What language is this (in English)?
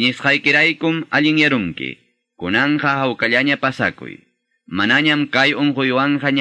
Quechua